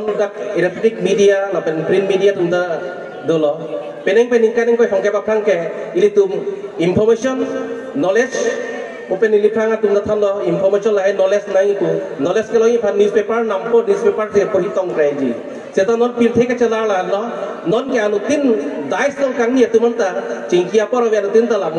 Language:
Karbi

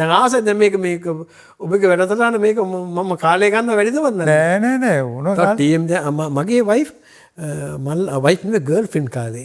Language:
Sinhala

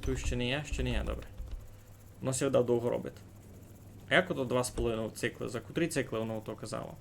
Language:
Rusyn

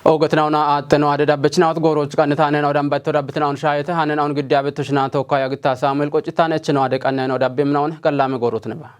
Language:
Kafa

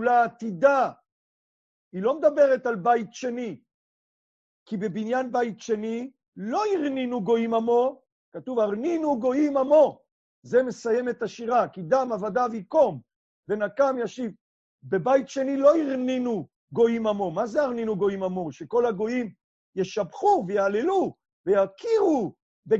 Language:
Hebrew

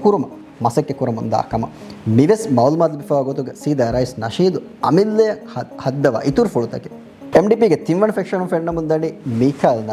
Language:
Divehi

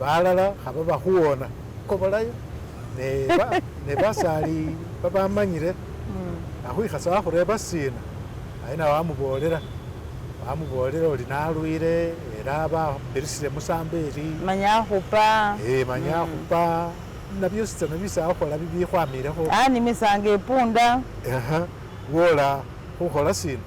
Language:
Masaaba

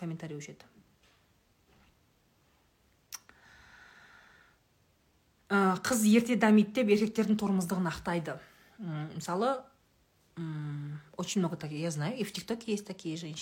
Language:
Kazakh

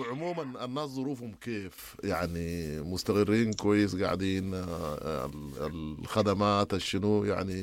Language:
Sudanese Arabic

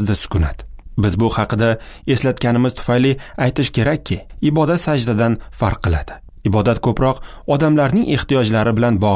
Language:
Uzbek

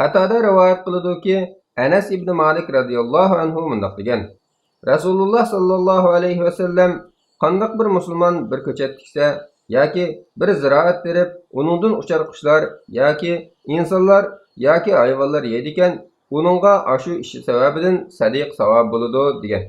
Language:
Uyghur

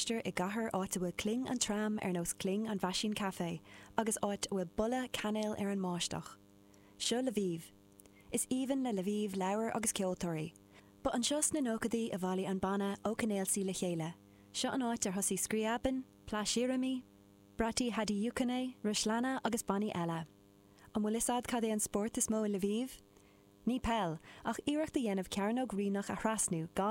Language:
Irish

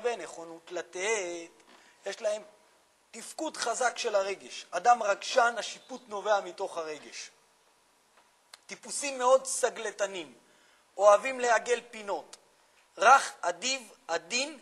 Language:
Hebrew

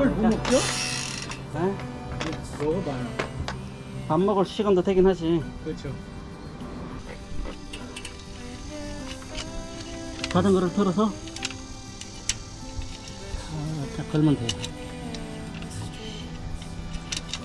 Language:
Korean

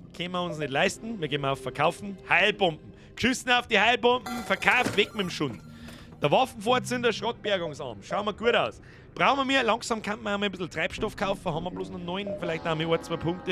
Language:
Bavarian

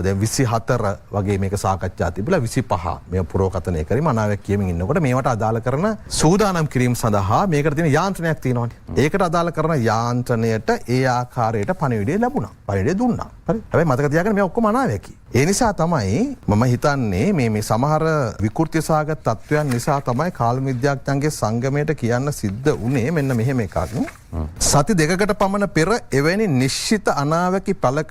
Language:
Sinhala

